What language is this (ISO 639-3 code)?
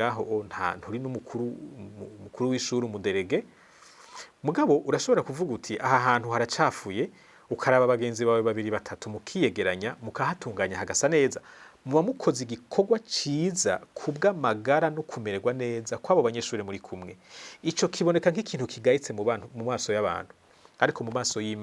run